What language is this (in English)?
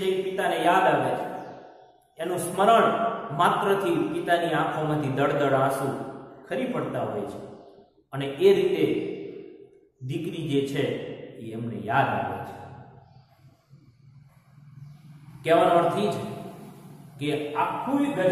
Gujarati